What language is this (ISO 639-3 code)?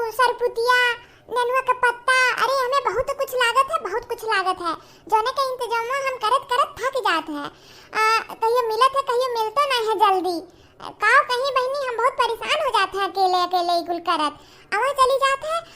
awa